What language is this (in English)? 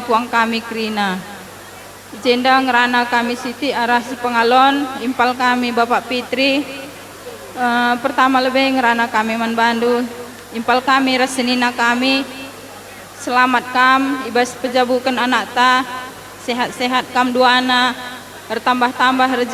Batak Karo